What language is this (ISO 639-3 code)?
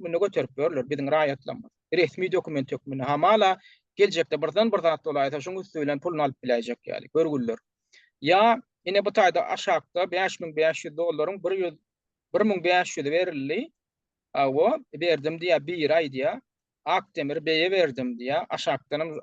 tuk